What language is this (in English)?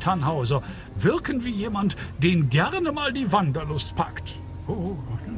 Bavarian